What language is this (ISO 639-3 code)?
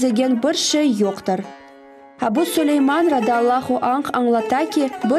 crh